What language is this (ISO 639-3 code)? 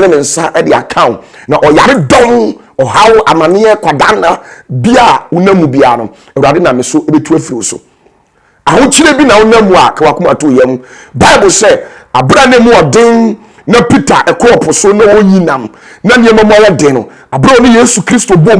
aka